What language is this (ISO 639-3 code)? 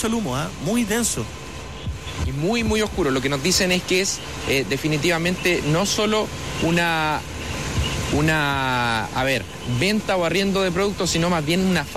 spa